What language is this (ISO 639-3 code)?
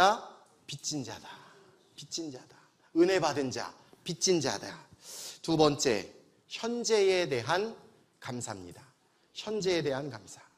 kor